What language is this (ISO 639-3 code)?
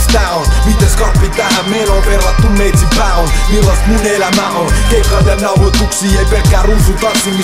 fin